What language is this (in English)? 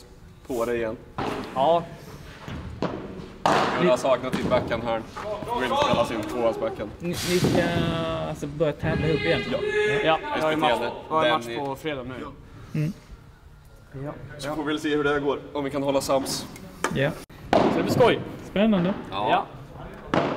Swedish